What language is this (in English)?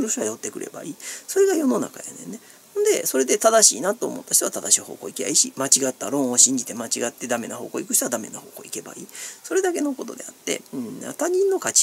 Japanese